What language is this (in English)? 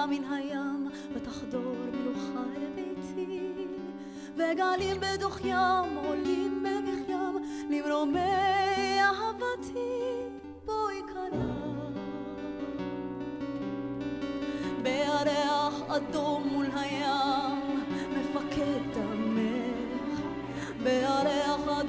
Hebrew